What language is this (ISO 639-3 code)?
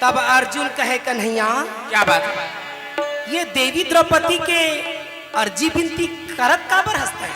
hne